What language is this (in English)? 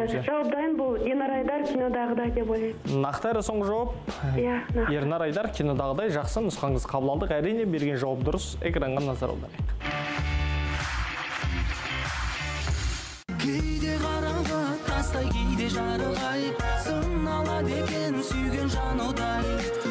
Kazakh